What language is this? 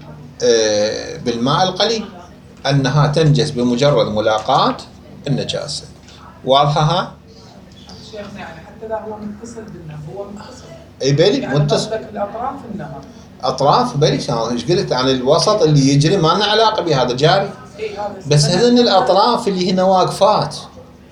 Mesopotamian Arabic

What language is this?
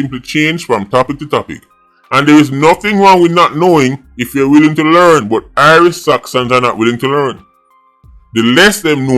Jamaican Creole English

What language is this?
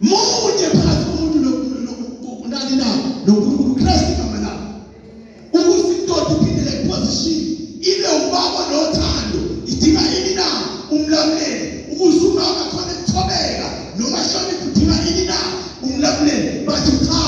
Zulu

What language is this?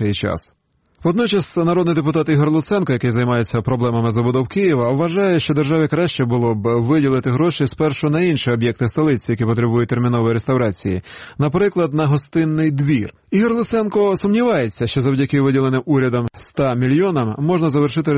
Ukrainian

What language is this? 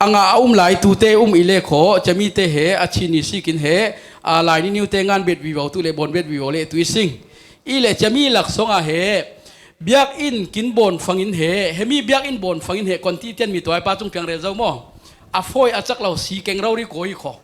Falam Chin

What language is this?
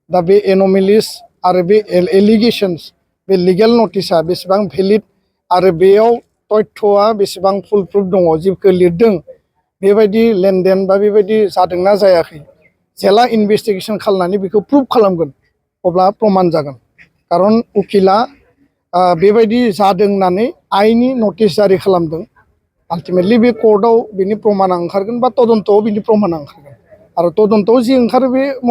Bodo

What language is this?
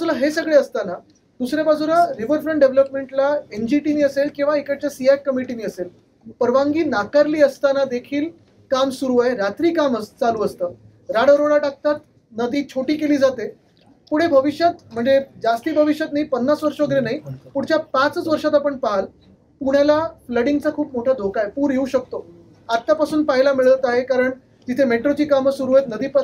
Marathi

